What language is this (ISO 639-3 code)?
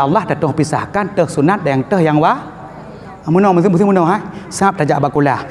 ace